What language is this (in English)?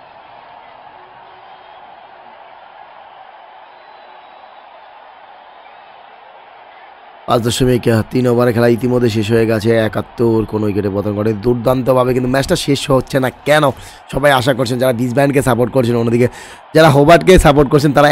Bangla